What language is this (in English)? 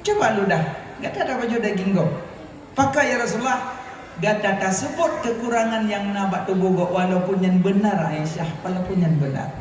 Achinese